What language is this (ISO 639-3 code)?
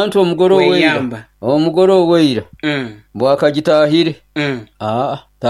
nyo